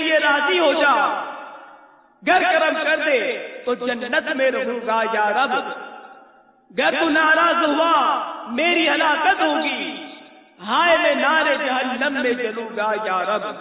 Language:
Urdu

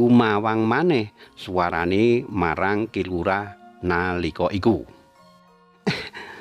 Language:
Javanese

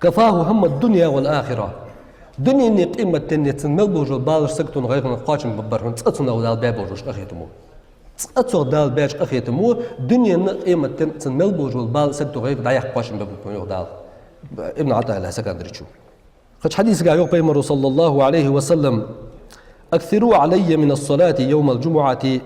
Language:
Ingush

